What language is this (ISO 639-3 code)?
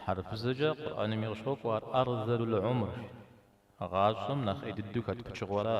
kbd